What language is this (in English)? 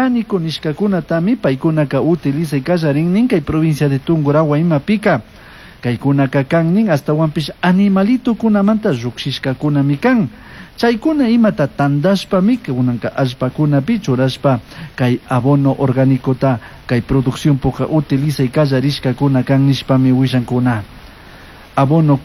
Chimborazo Highland Quichua